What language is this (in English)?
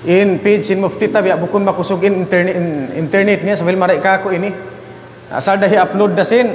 Tausug